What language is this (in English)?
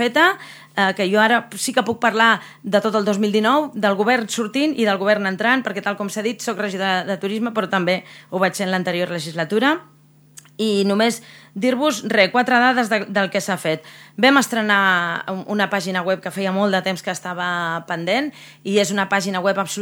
Catalan